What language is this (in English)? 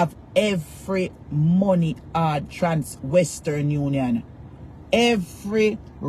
Jamaican Creole English